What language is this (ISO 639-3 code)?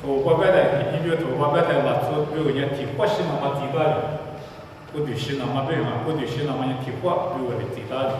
lis